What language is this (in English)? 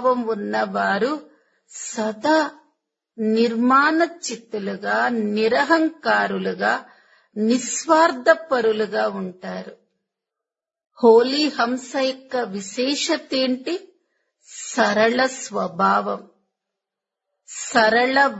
Telugu